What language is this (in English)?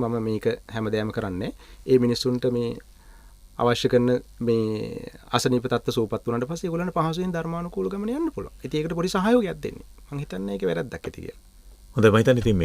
Sinhala